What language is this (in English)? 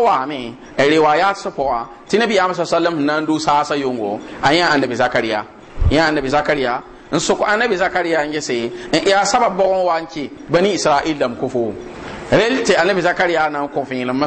Mossi